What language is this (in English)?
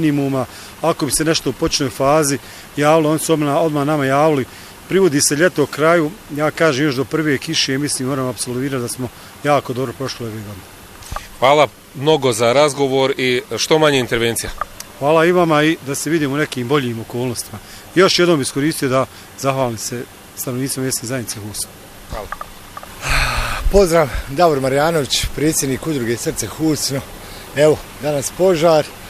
Bosnian